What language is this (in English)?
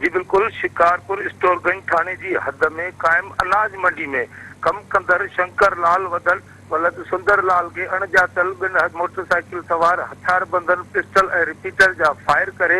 Sindhi